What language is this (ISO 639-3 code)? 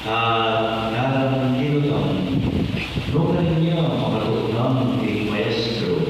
pam